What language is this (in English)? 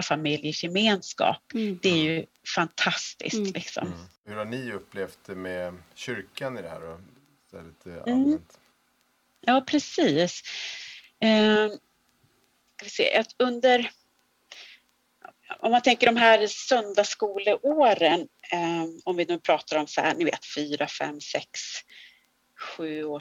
Swedish